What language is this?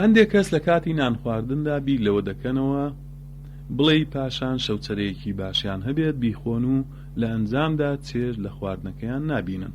Central Kurdish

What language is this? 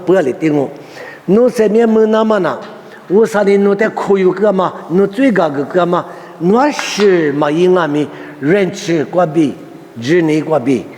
Lisu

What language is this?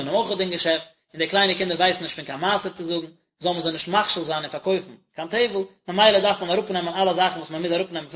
Yiddish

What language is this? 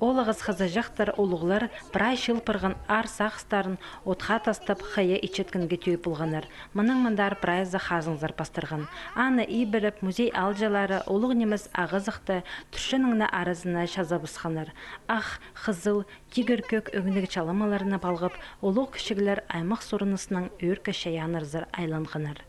Khakas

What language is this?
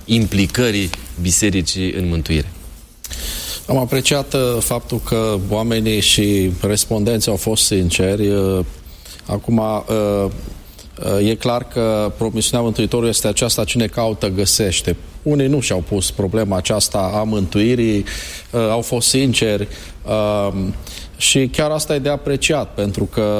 Romanian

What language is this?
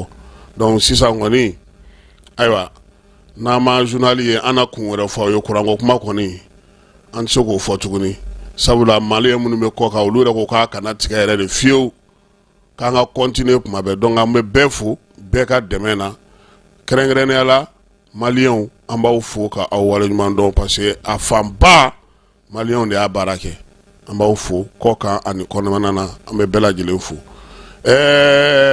Bambara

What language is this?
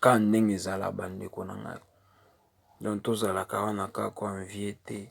Lingala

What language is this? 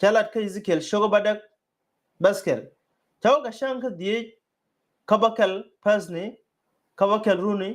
Nuer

